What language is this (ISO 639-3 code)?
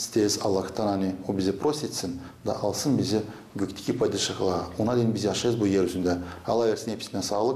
gag